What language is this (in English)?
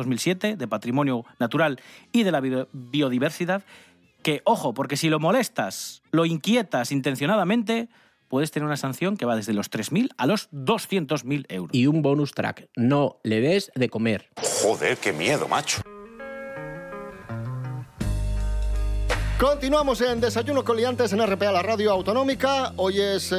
Spanish